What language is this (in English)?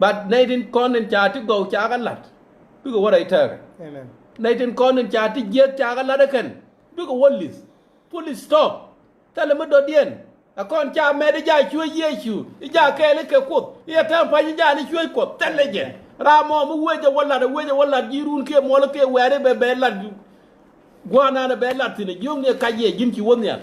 Nuer